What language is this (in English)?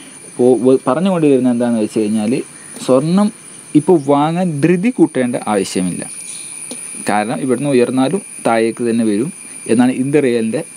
Malayalam